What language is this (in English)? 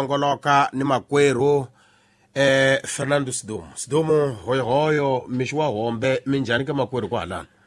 Tsonga